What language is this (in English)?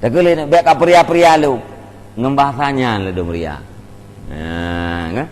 Achinese